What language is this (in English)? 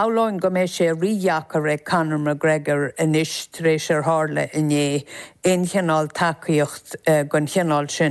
Irish